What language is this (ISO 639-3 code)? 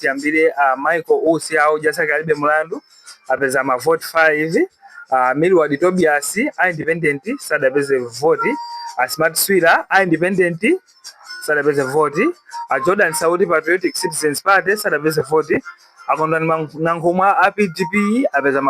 nya